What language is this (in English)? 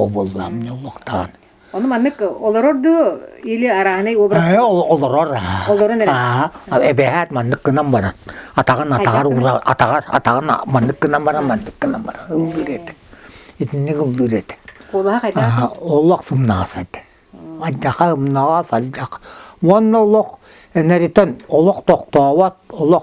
Yakut